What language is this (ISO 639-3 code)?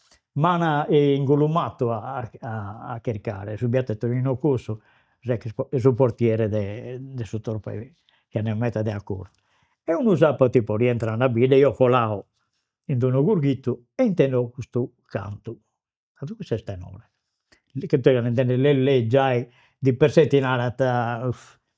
srd